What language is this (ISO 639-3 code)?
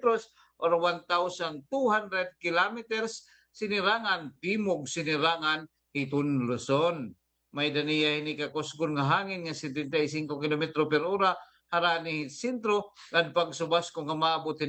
war